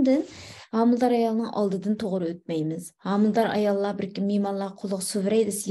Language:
Uyghur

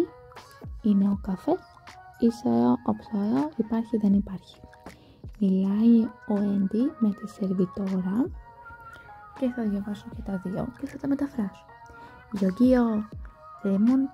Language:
Greek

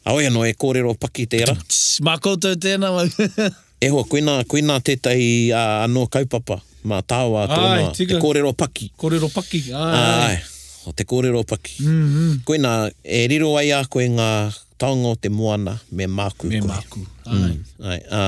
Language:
Māori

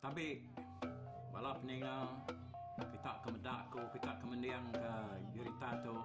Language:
Iban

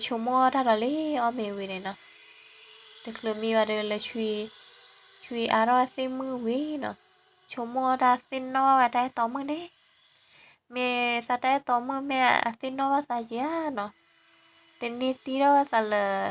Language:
S'gaw Karen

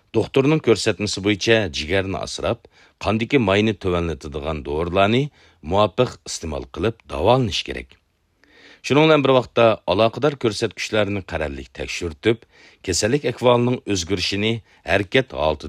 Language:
Uyghur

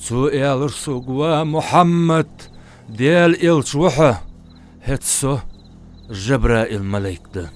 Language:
Ingush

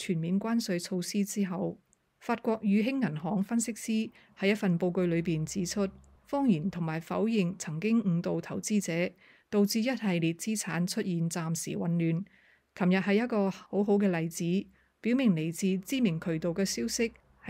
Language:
Cantonese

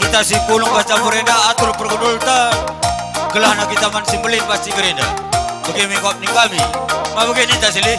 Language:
Batak Karo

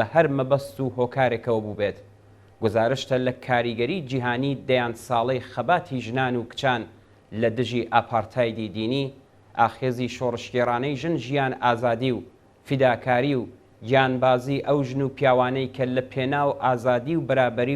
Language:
Central Kurdish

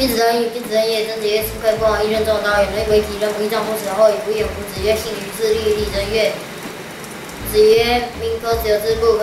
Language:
Literary Chinese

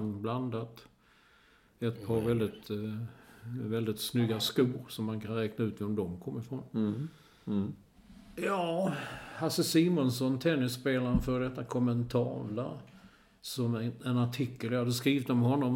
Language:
Swedish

